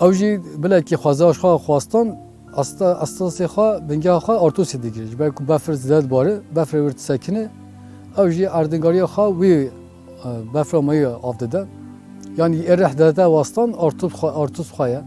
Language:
Kurdish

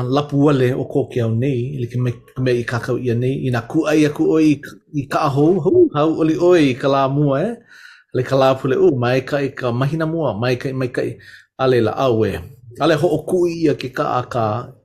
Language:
Hawaiian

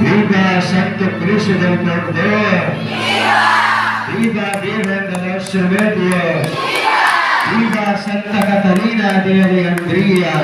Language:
Pampanga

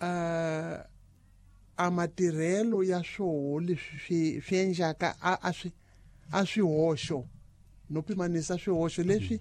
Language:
Tsonga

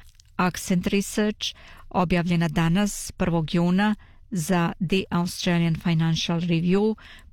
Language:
Bosnian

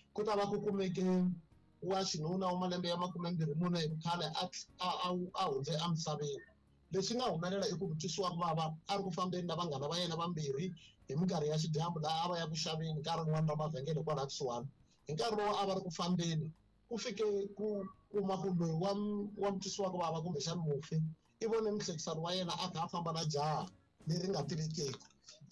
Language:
Tsonga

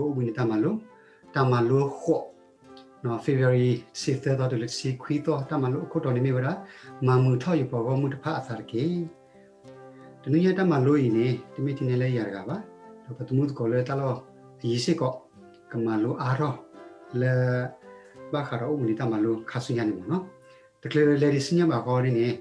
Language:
S'gaw Karen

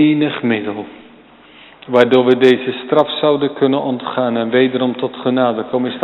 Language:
Dutch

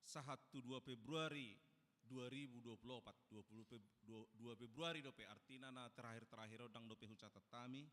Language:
Batak Toba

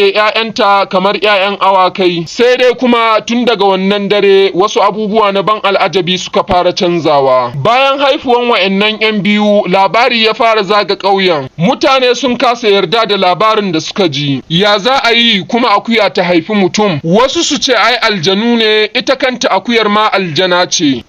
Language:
Hausa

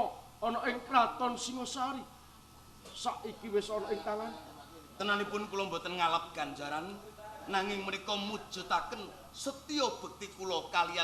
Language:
Javanese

